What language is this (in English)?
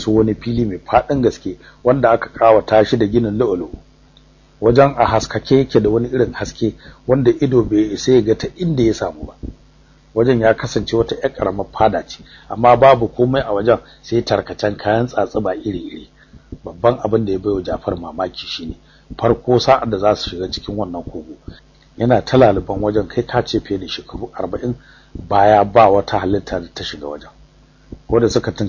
Hausa